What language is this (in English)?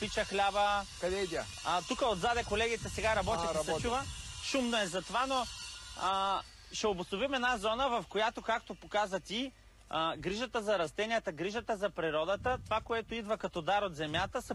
Bulgarian